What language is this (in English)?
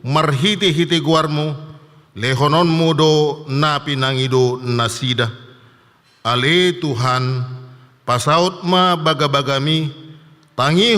Batak Toba